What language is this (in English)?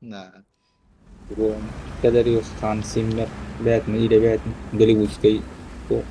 Yakut